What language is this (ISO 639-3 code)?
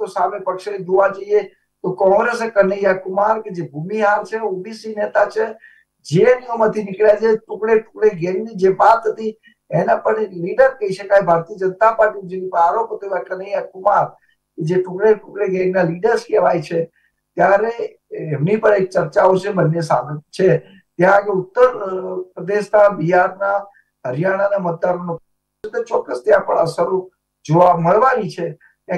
guj